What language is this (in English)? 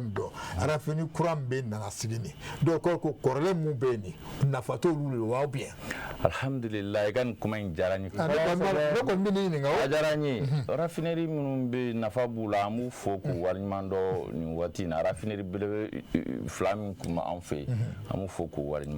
Bambara